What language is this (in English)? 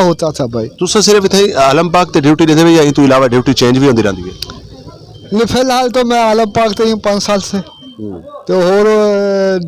Western Panjabi